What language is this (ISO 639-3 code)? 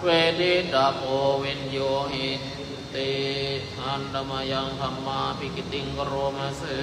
pli